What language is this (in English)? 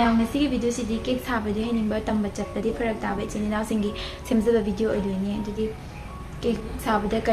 Manipuri